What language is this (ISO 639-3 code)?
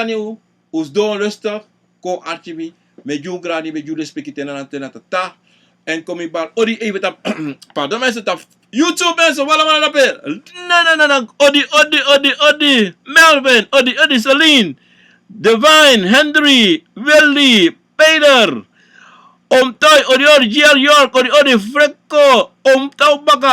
srn